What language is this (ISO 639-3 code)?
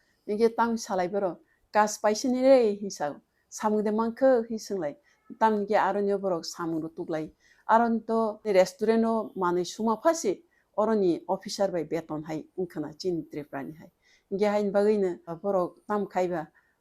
trp